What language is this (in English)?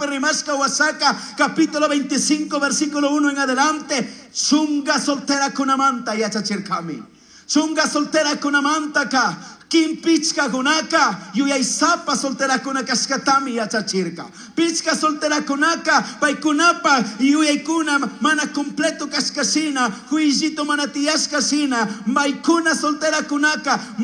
Chimborazo Highland Quichua